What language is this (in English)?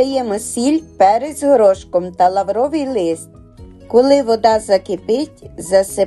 Ukrainian